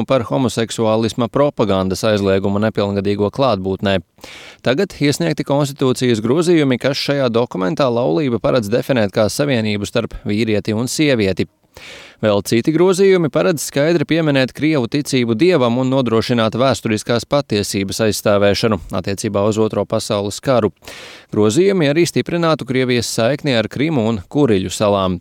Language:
Latvian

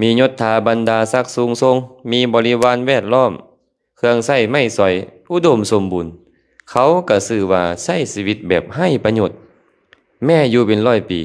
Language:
Lao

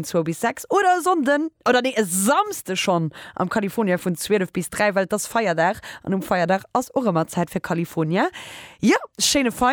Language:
Luxembourgish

